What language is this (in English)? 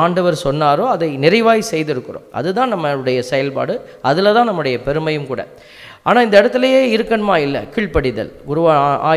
Tamil